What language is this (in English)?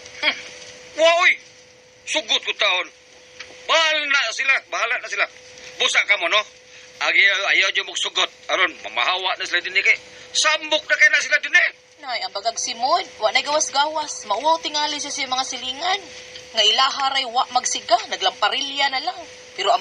Cebuano